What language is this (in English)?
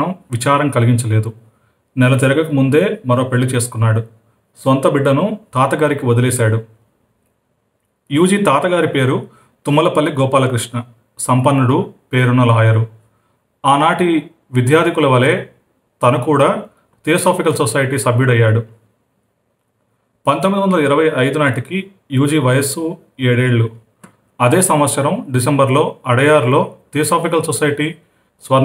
Telugu